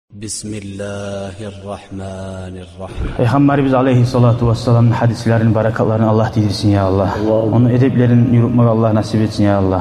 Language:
Kumyk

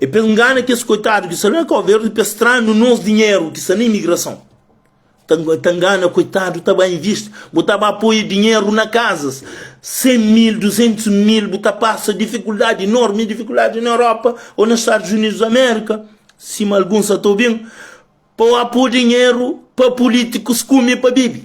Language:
Kabuverdianu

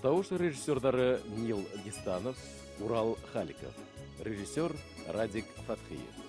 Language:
Bashkir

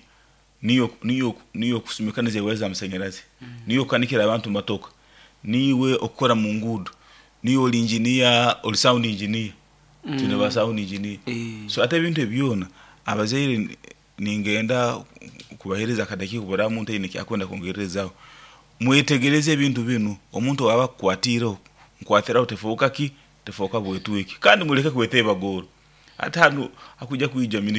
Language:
Nyoro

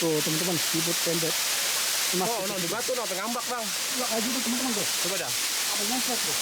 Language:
Betawi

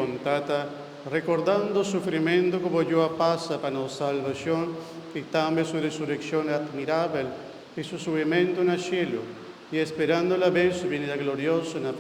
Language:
Papiamento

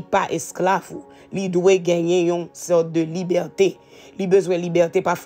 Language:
Haitian Creole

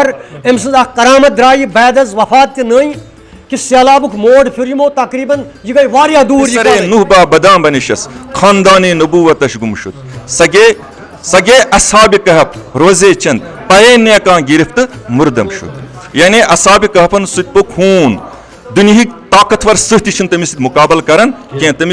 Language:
Kashmiri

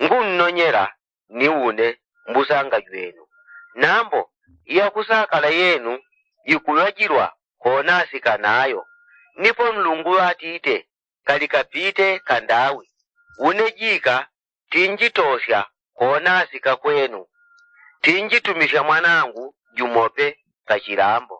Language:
Yao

